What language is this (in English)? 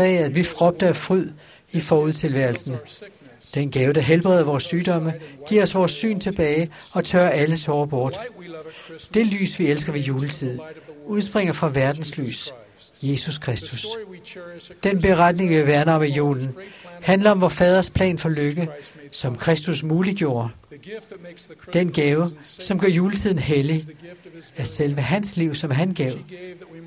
Danish